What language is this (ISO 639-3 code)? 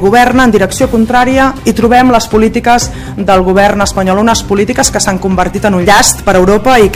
cat